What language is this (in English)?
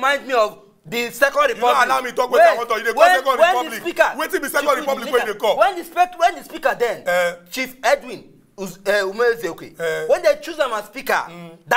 Nigerian Pidgin